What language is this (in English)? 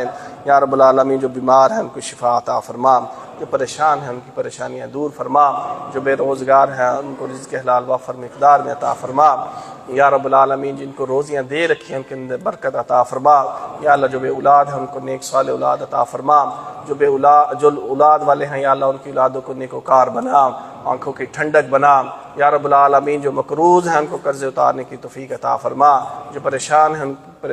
Urdu